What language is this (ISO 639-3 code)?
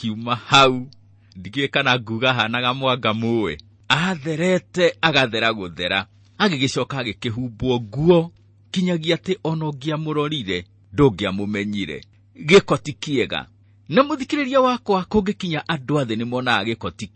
kik